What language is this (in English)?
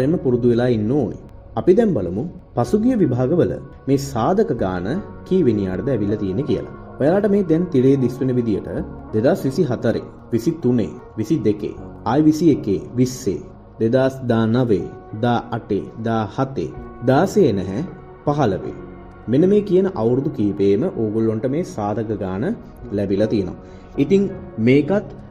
Sinhala